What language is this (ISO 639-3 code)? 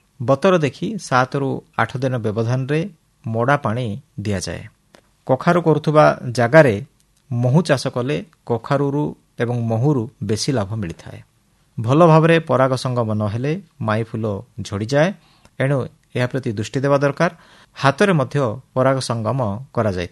ori